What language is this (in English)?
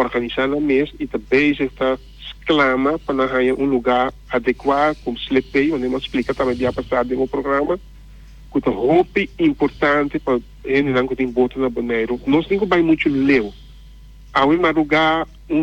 Papiamento